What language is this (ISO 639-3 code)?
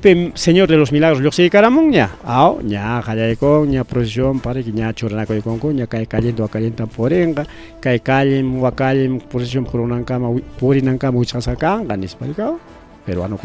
quy